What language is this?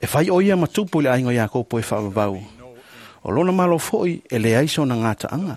Samoan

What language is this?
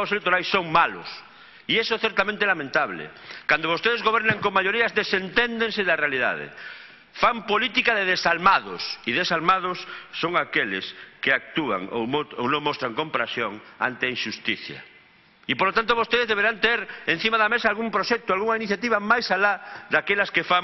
Galician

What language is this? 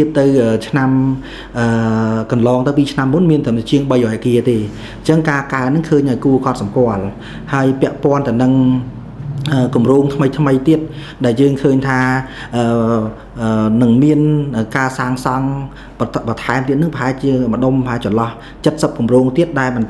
Khmer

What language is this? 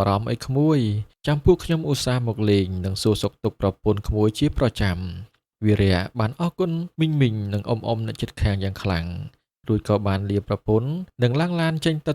Khmer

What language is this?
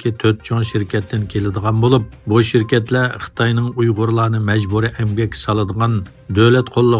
Uyghur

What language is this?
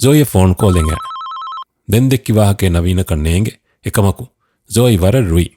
Divehi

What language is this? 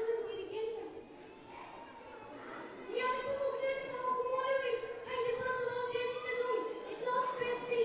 Bulgarian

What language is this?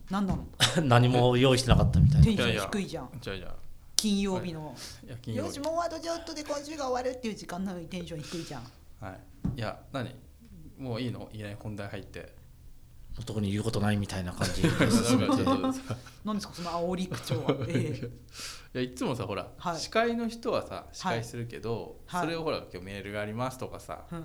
Japanese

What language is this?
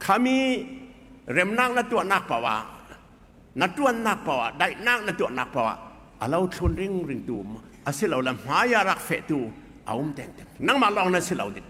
Falam Chin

